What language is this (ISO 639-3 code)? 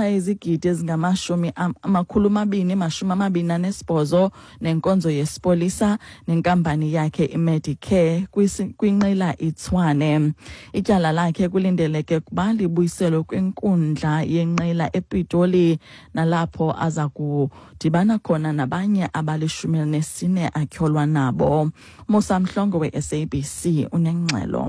xho